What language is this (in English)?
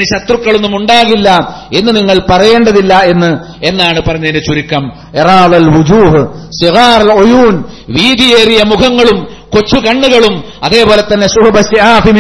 Malayalam